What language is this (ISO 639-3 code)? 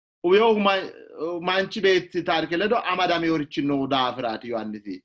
sid